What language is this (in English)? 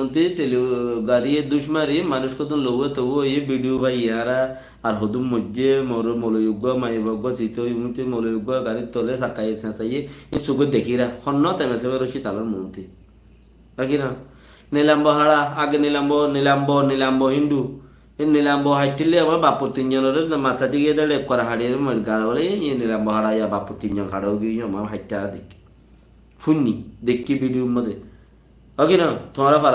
Rohingya